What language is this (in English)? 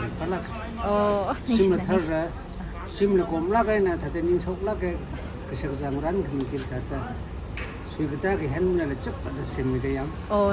Tangkhul Naga (India)